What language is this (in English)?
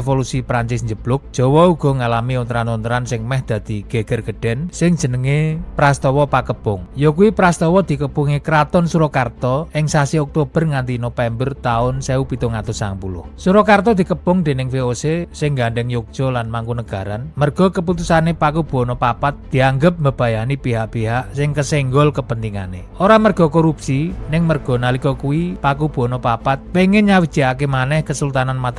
Javanese